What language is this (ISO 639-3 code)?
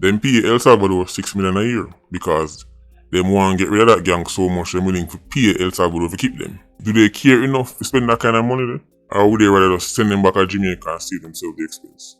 jam